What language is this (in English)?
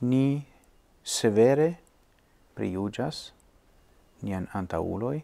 Esperanto